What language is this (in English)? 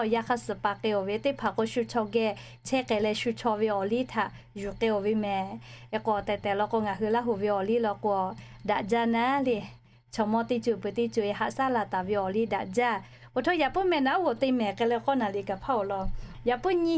Lahu